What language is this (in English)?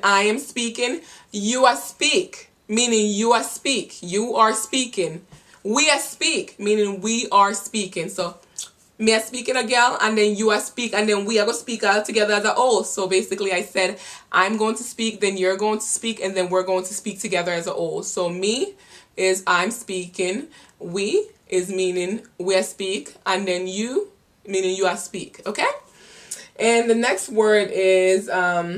Jamaican Creole English